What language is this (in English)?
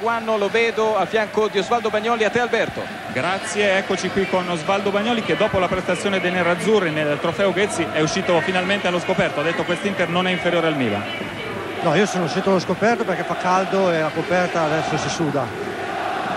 Italian